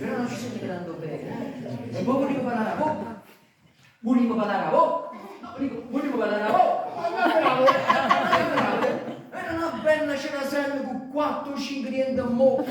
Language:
Neapolitan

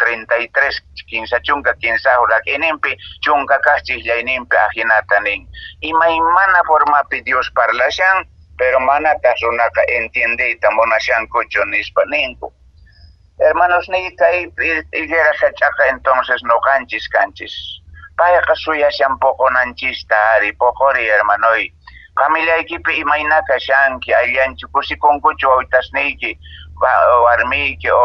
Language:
Quechua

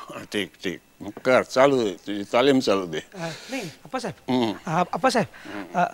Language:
Marathi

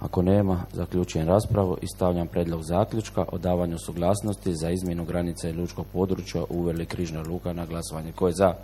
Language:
Croatian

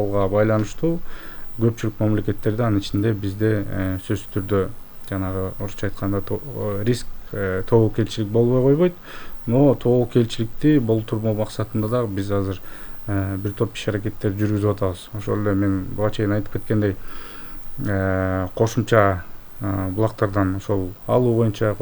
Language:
Kyrgyz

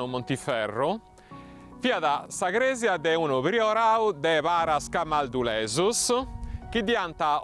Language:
Sardinian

